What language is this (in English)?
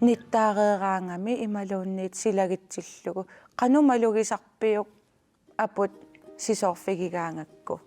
Kalaallisut